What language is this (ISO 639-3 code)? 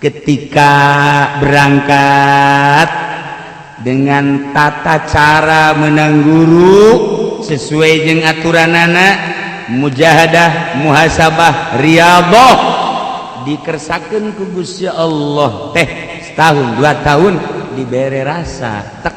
sun